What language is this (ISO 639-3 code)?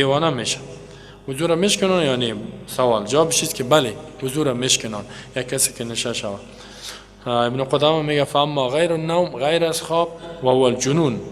fas